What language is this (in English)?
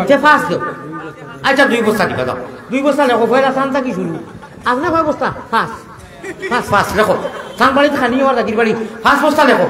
Sylheti